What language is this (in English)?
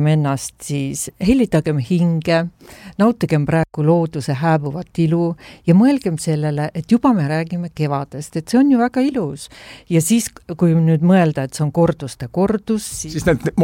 Estonian